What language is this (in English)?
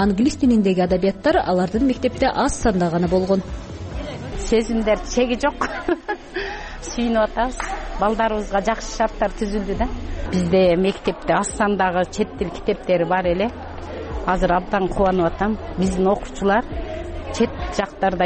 Kyrgyz